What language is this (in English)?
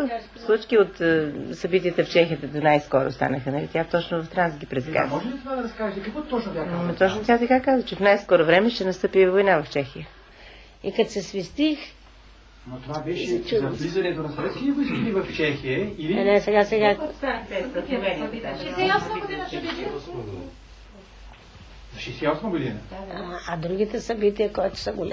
Bulgarian